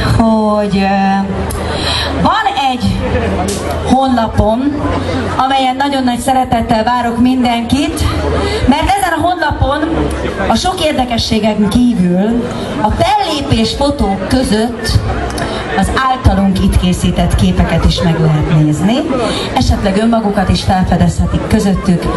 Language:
Hungarian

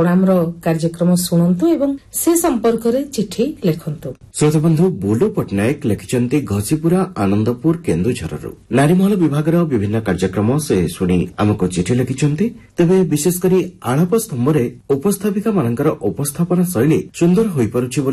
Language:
Odia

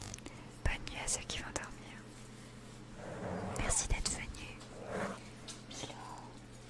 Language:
French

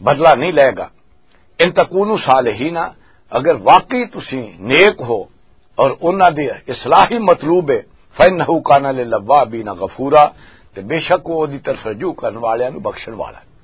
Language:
Western Panjabi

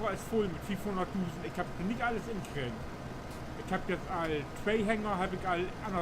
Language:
Low German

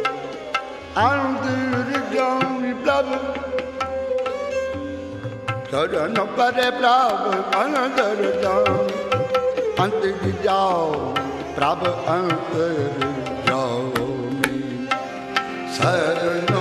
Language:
Punjabi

